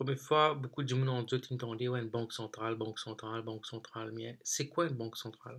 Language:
Morisyen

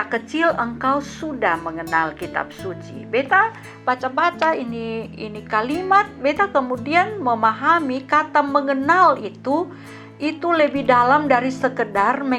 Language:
Kupang Malay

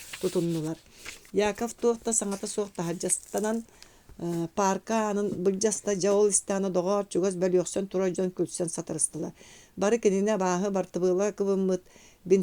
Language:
Yakut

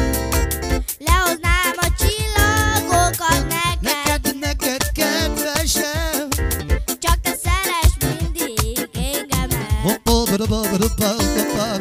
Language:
Hungarian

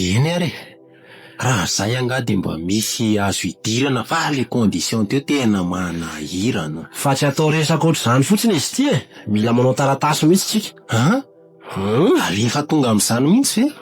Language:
Malagasy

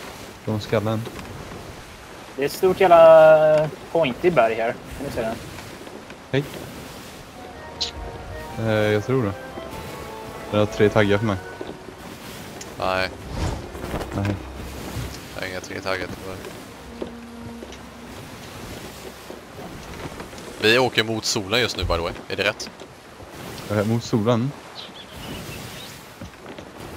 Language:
Swedish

